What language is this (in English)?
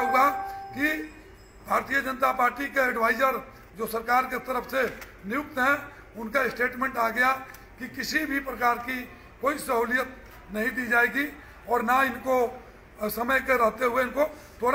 Hindi